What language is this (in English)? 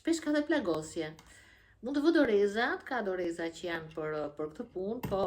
Albanian